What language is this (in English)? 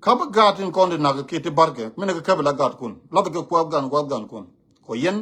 Nuer